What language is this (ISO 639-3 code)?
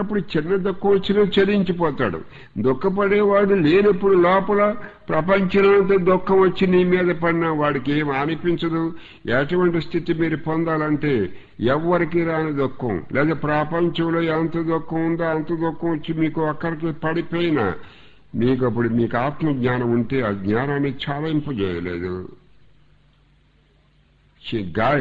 tel